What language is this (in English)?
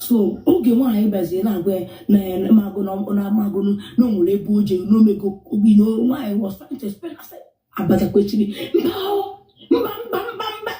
Igbo